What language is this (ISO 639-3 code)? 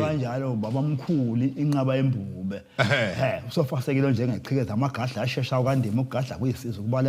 zul